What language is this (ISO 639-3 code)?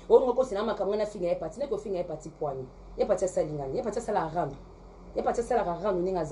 lin